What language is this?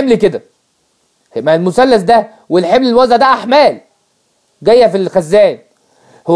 Egyptian Arabic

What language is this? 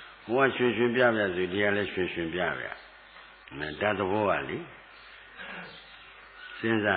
Burmese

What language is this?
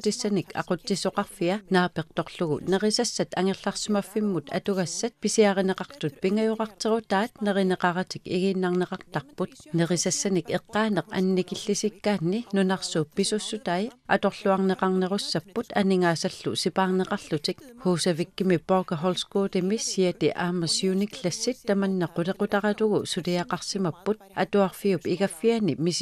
Kalaallisut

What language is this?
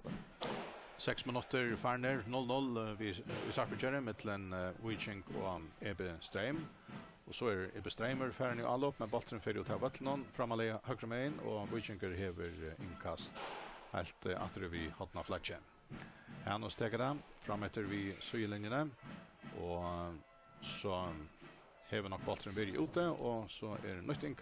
Faroese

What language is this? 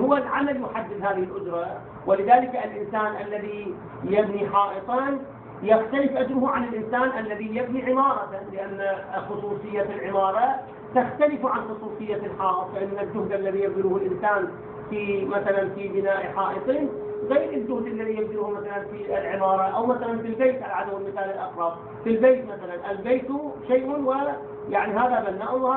Arabic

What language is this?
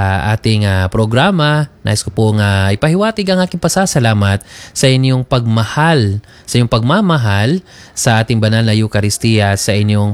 Cebuano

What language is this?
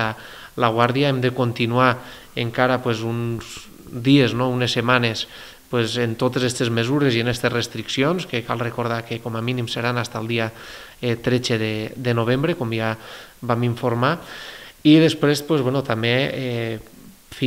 Catalan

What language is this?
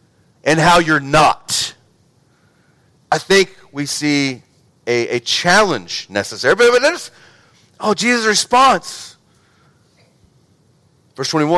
English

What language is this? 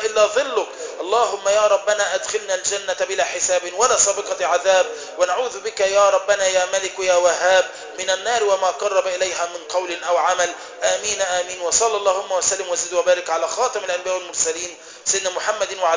Arabic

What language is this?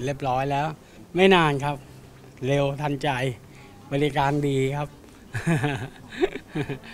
Thai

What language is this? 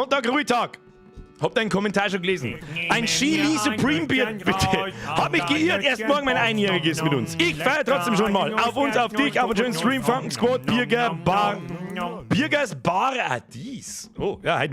Bavarian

